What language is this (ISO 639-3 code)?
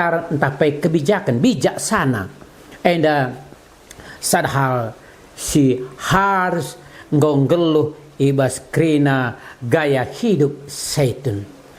btx